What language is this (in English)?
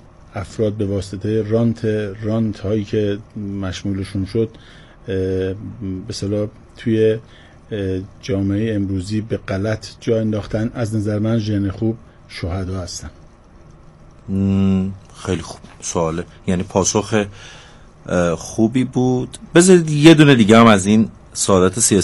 Persian